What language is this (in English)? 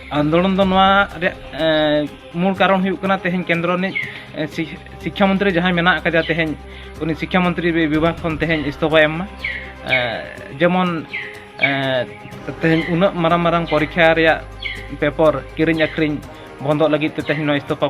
Santali